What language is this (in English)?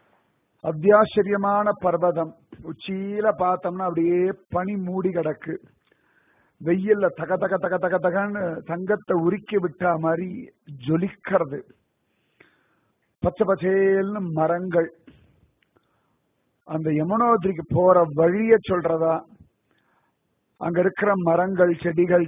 Tamil